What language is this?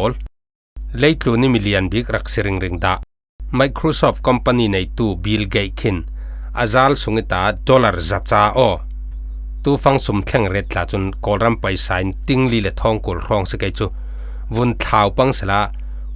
Falam Chin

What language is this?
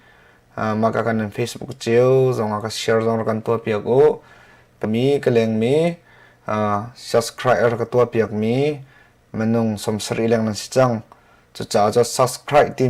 Hakha Chin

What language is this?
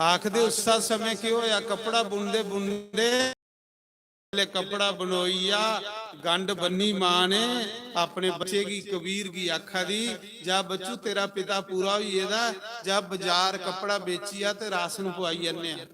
Dogri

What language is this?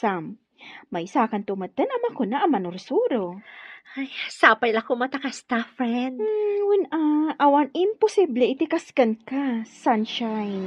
Iloko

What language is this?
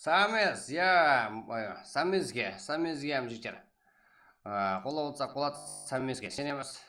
Kara-Kalpak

